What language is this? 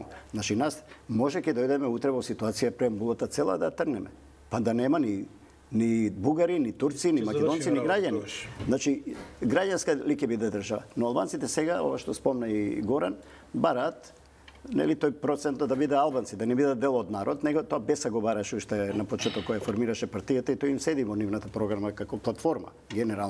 Macedonian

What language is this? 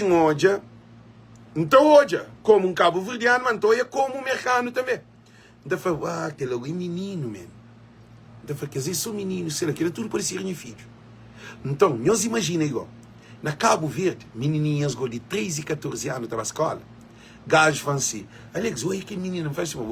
Kabuverdianu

